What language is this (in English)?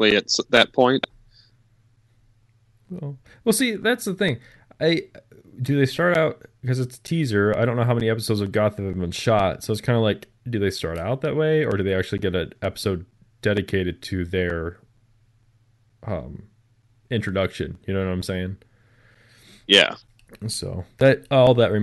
English